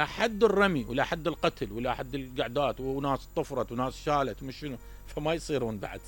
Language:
Mesopotamian Arabic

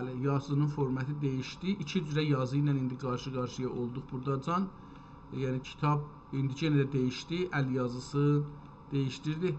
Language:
South Azerbaijani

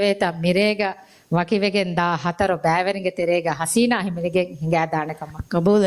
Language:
Divehi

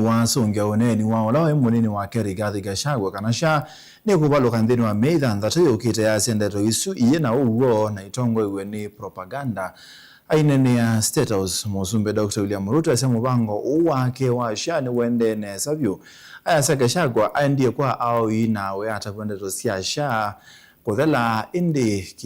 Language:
Kamba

